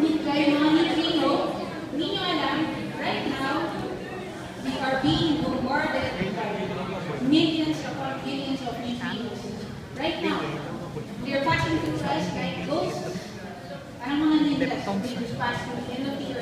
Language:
Filipino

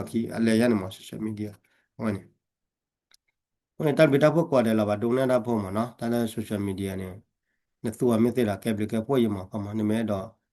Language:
S'gaw Karen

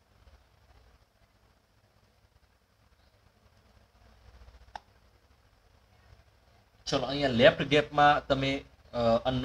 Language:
Gujarati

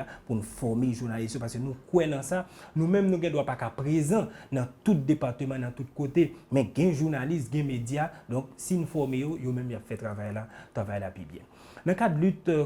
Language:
Haitian Creole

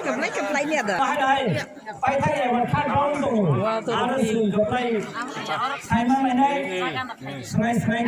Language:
Kok Borok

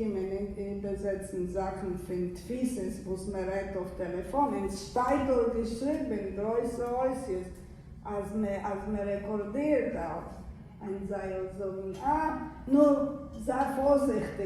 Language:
Yiddish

